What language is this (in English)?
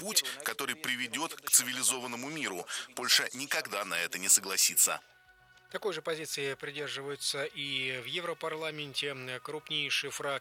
Russian